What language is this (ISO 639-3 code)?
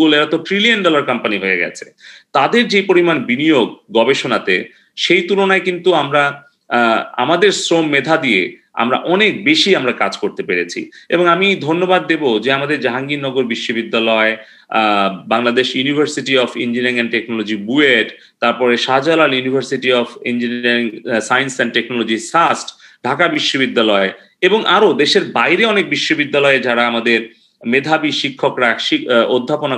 ben